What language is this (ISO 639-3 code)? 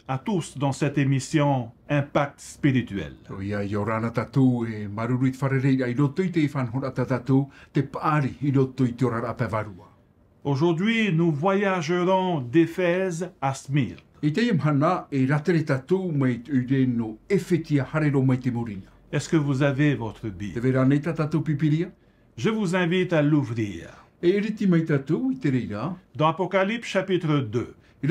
tah